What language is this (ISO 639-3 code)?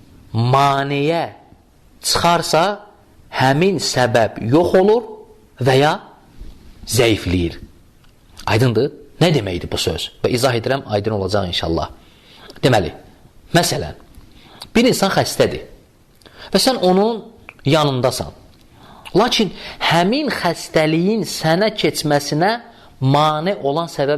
aze